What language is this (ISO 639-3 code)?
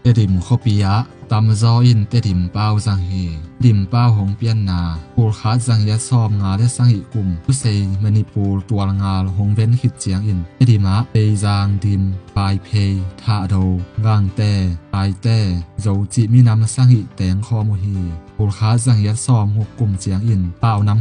ctd